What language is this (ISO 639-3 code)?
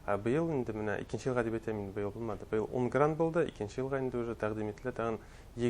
bak